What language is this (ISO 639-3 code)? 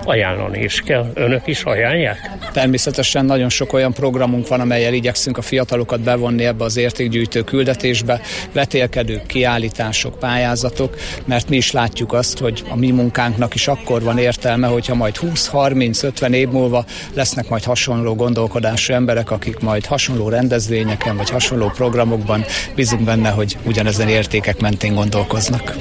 hun